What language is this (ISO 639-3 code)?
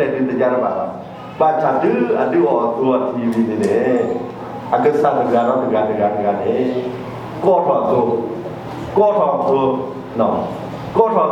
ksw